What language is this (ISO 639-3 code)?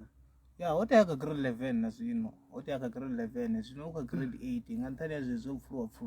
ven